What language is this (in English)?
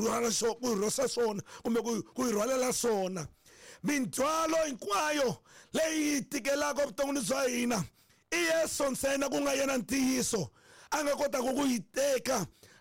Tsonga